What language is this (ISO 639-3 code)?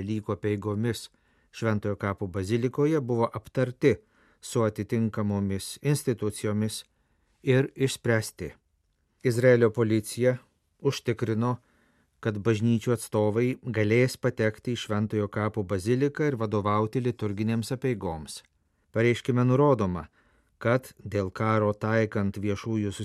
lit